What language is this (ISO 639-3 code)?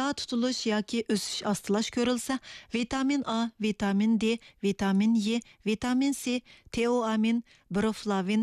uig